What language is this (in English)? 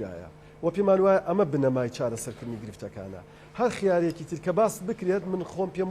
Central Kurdish